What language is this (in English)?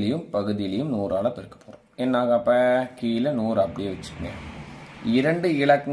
Tamil